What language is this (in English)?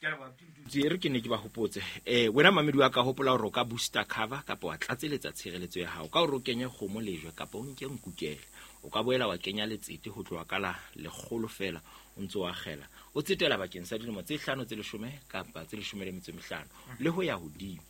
Southern Sotho